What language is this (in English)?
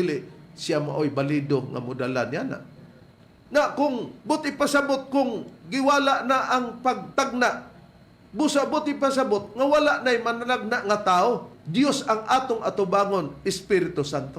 Cebuano